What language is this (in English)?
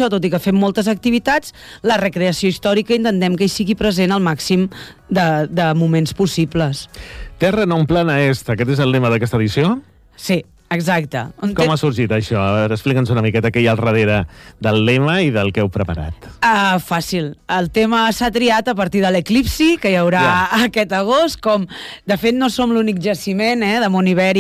Catalan